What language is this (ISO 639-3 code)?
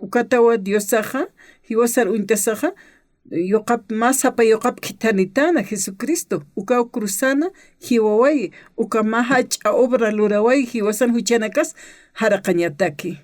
aym